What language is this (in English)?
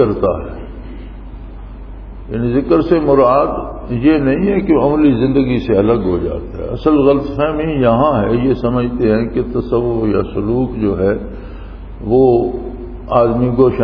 Urdu